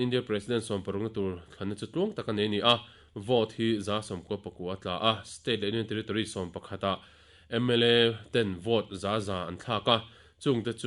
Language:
Mizo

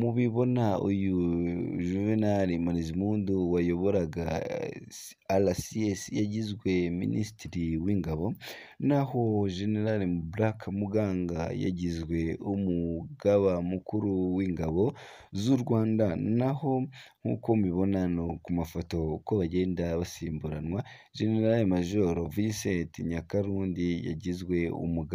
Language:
Kinyarwanda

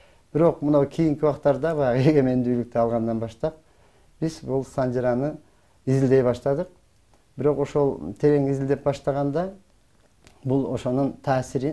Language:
Kyrgyz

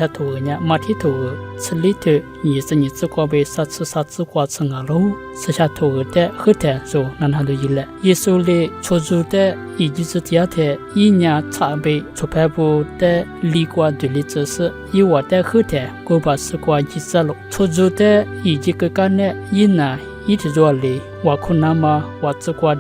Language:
Lisu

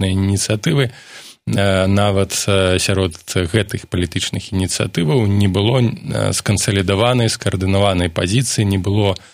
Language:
Belarusian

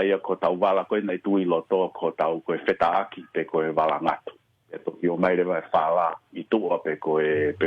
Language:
Tongan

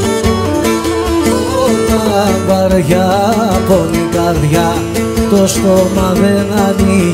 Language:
Greek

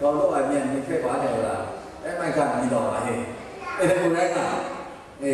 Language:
Kachin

